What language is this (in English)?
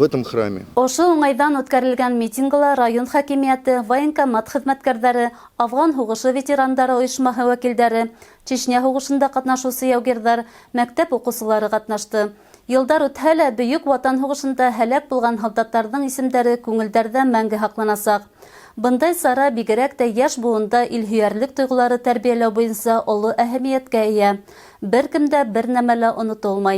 Bashkir